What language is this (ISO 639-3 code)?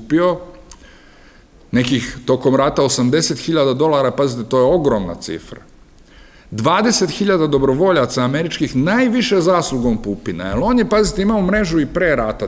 srp